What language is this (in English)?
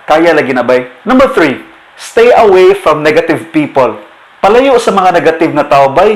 Cebuano